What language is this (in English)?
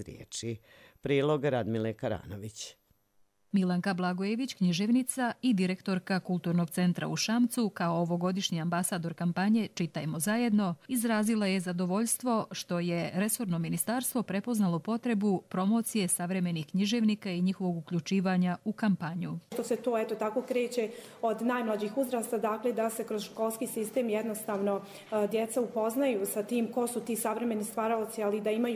Croatian